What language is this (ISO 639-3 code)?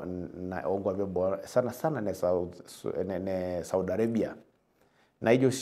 mas